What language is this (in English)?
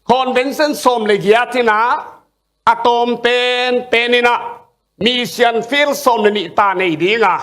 Tedim Chin